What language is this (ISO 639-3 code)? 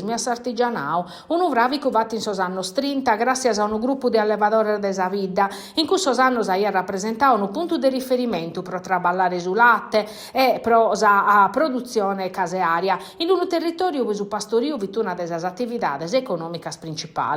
srd